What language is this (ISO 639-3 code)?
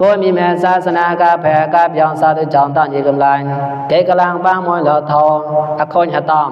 mnw